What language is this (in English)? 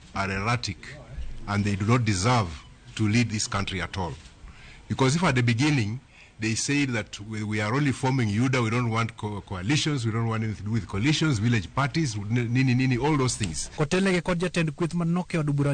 Luo (Kenya and Tanzania)